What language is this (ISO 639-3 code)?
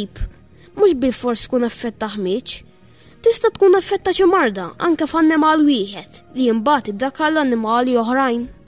mlt